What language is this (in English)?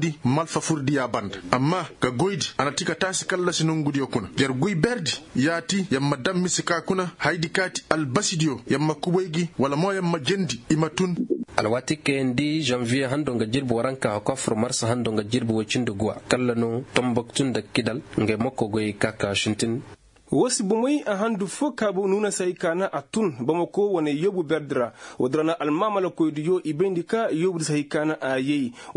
Koyraboro Senni